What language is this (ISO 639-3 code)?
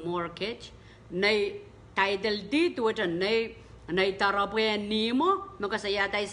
pon